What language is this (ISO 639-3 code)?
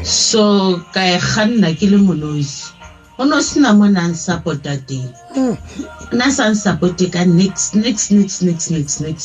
sot